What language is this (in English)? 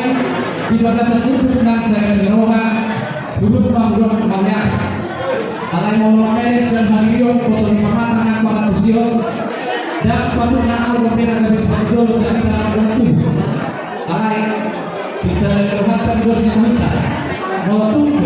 Batak Toba